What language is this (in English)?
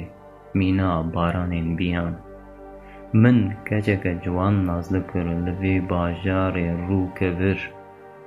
Kurdish